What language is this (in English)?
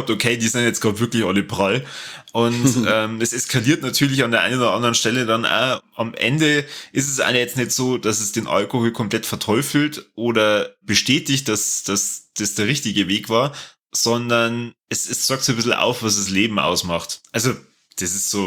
German